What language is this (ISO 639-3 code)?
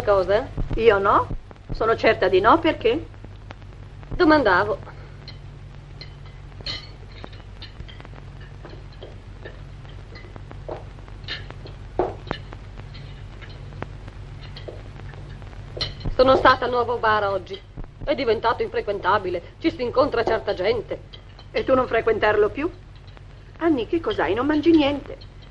ita